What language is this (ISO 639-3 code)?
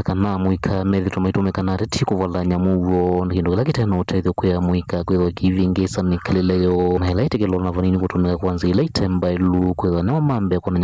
kam